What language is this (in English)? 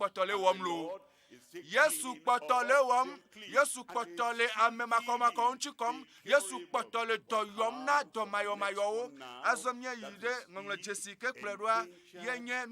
Ewe